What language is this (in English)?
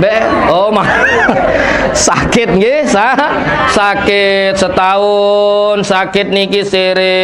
Sasak